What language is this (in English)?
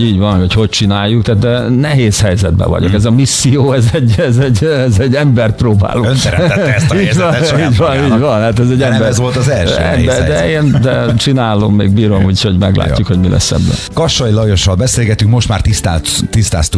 Hungarian